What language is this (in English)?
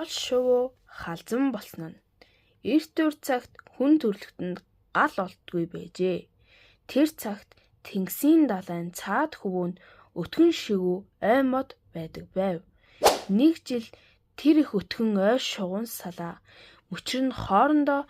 Mongolian